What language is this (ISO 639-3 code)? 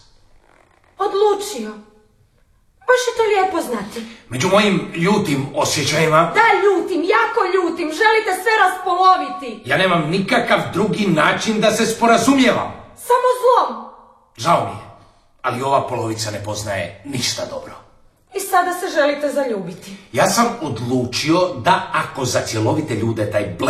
hrv